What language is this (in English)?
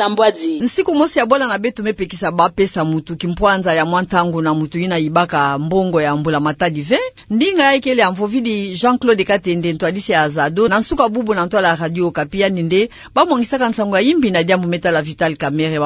Kituba (Democratic Republic of Congo)